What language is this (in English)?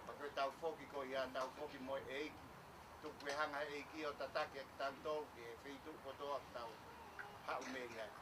Tongan